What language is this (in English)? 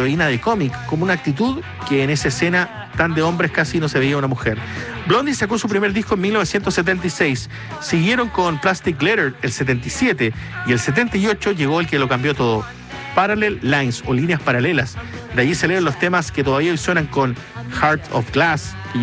Spanish